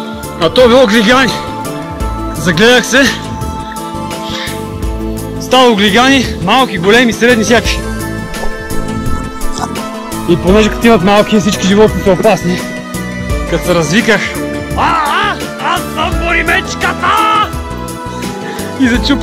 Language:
Bulgarian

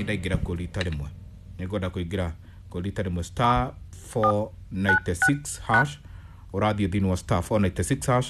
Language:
Kikuyu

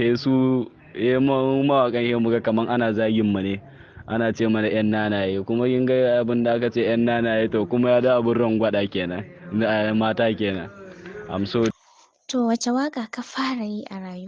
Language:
Hausa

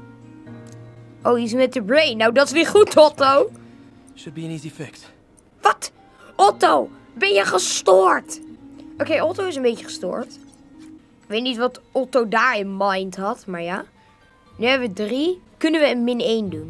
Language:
Dutch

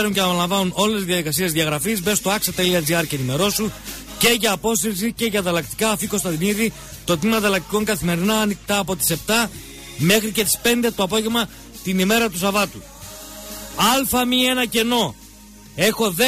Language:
Greek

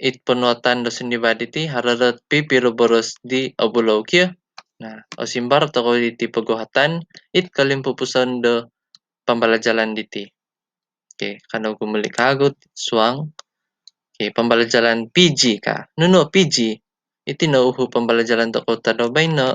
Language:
Central Dusun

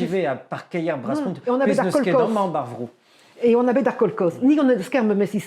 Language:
Breton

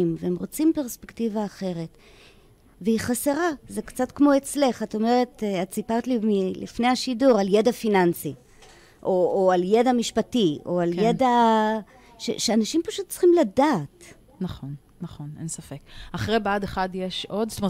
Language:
Hebrew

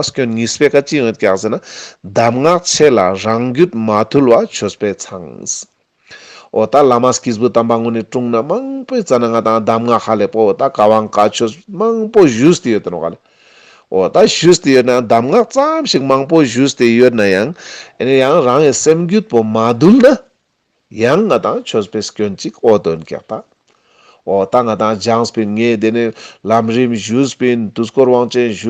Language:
Ladakhi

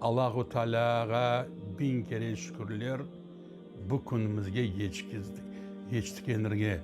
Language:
Crimean Tatar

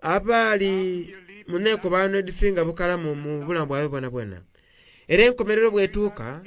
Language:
Soga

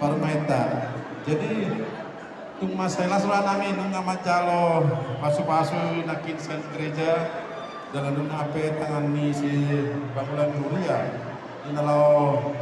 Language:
Batak Toba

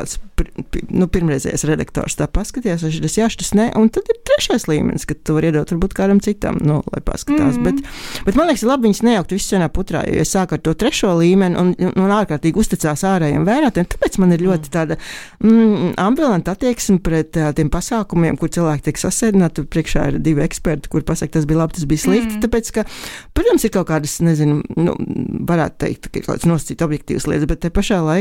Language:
Latvian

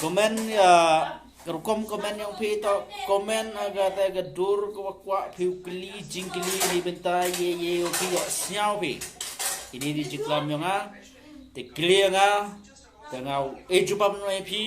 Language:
Khasi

